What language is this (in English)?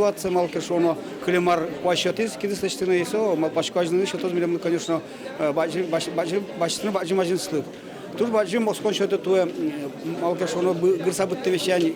Udmurt